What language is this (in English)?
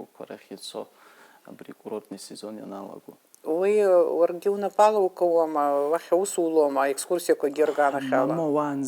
Abkhazian